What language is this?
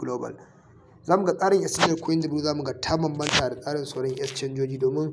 Hausa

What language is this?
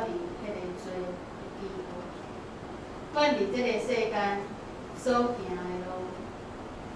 Min Nan Chinese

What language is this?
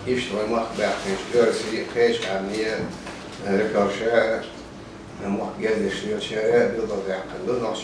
Chechen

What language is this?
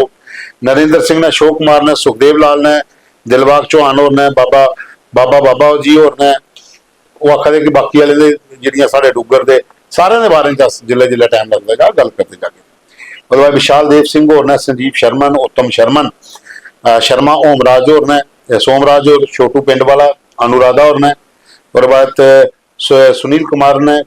Dogri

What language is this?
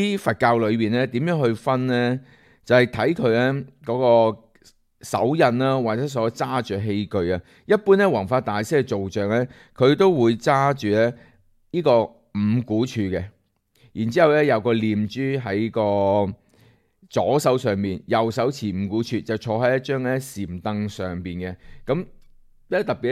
Cantonese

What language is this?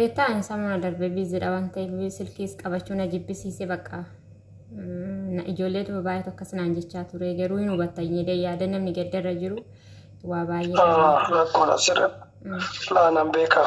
Oromo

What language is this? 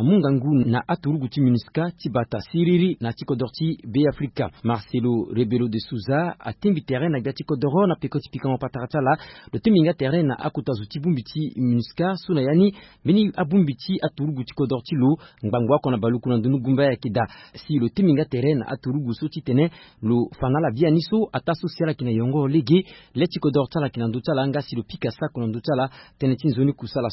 Sango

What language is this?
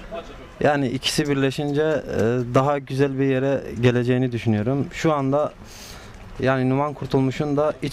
Turkish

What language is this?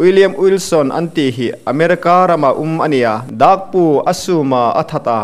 Hmar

